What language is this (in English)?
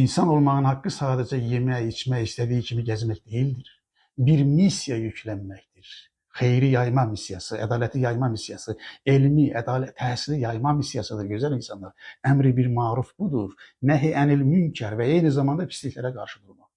Azerbaijani